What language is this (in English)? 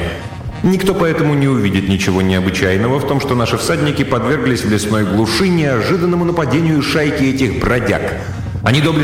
Russian